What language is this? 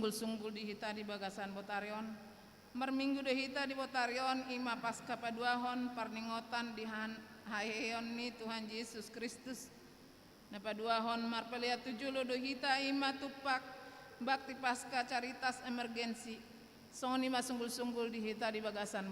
Batak Toba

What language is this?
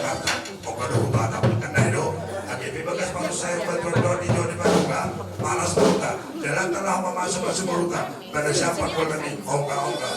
Batak Simalungun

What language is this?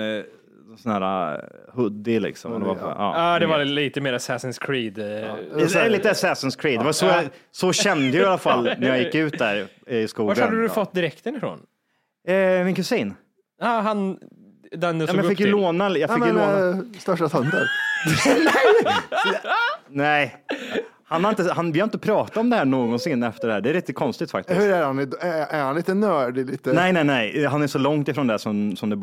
Swedish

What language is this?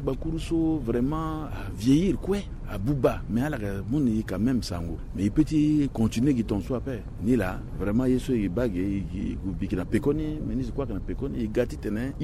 Sango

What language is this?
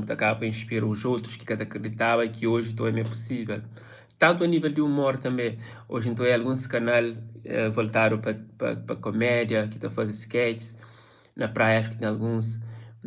Kabuverdianu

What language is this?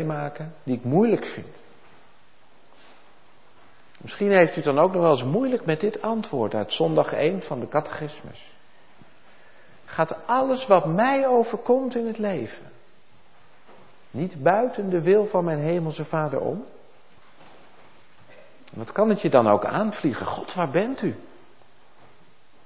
Dutch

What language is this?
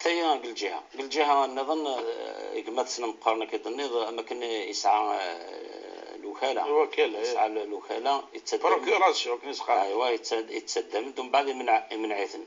Kabyle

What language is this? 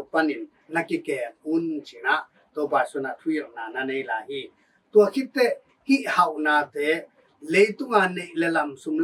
Tedim Chin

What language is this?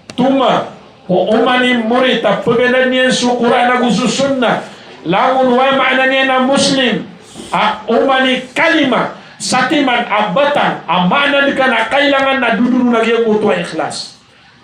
Maranao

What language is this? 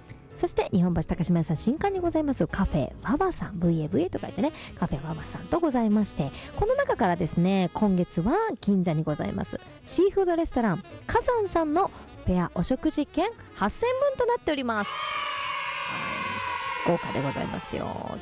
Japanese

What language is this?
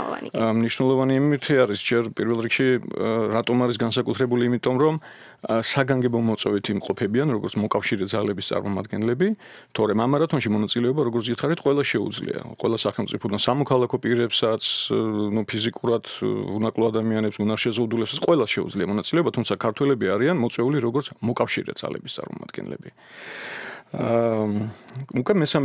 Georgian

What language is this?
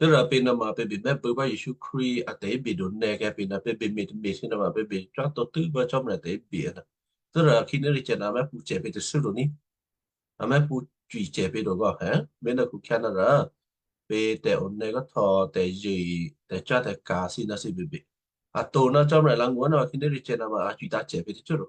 Western Kayah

